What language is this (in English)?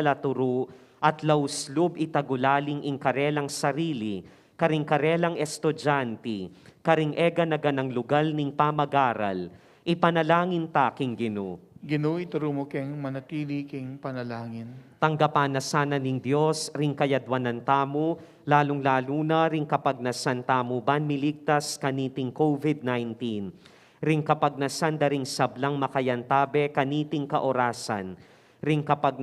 Pampanga